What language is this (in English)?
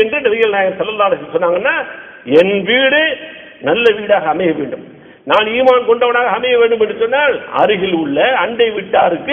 Tamil